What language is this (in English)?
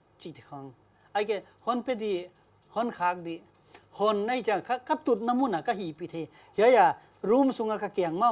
Paite Chin